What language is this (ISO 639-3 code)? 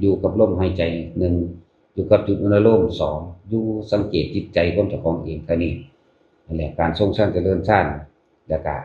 tts